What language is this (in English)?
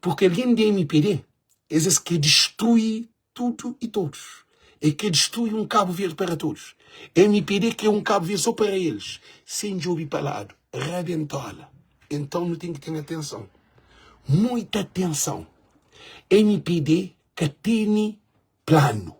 Kabuverdianu